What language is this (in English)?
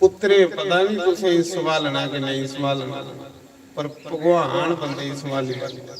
Dogri